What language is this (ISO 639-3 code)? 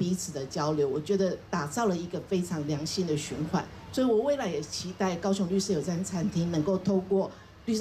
zho